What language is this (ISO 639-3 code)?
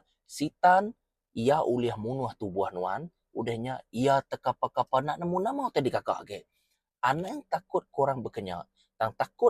iba